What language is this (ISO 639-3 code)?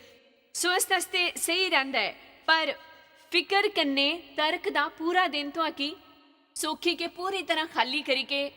doi